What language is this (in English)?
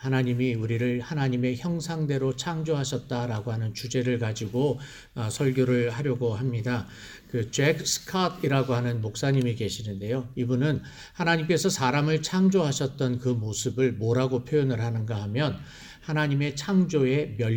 Korean